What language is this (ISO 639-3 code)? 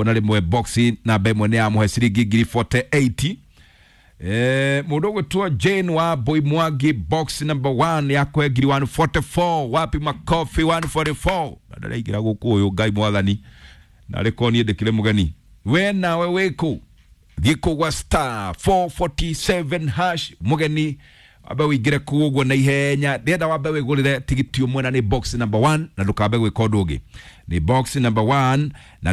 kik